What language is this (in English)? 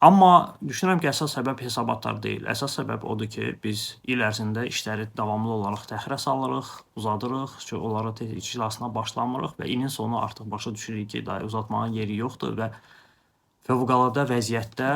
Azerbaijani